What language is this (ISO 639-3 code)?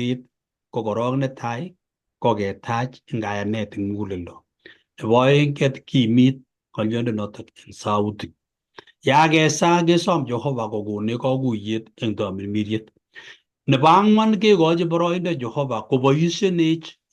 kln